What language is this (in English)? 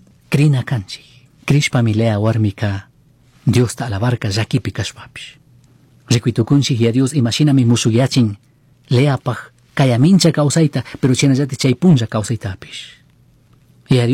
Chimborazo Highland Quichua